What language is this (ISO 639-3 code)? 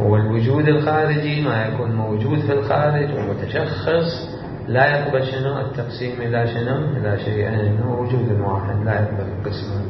acm